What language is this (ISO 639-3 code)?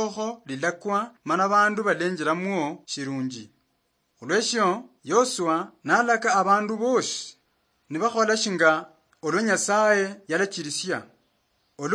luy